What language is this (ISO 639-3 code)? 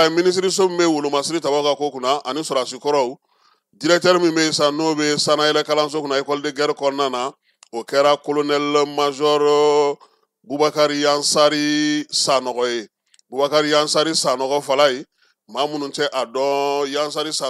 bam